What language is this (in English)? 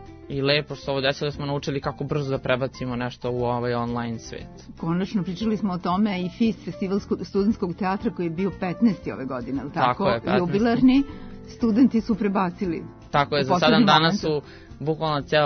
Serbian